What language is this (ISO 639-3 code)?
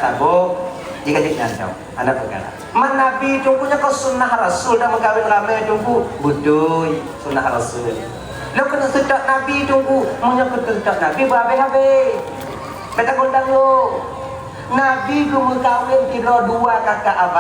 ace